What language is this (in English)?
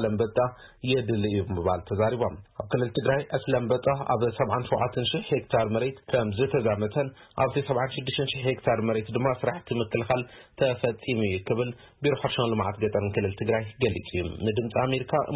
Tigrinya